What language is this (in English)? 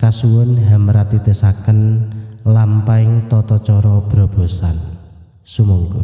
Javanese